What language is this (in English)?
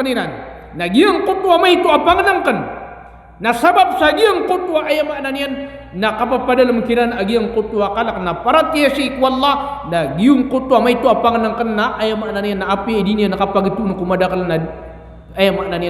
Maranao